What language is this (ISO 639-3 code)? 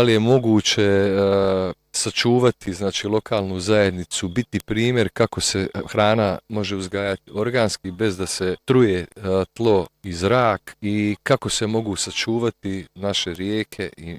bos